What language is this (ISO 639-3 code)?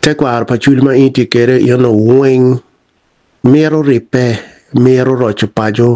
ach